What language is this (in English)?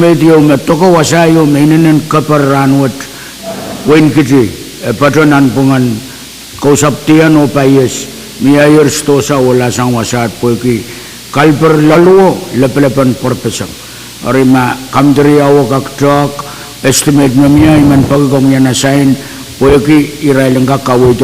Pohnpeian